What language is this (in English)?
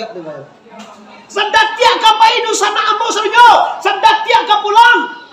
Minangkabau